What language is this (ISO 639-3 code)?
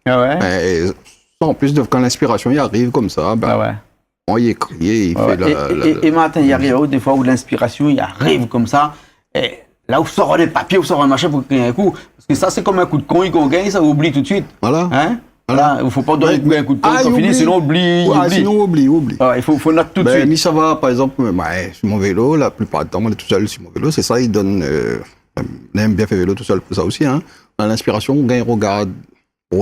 rcf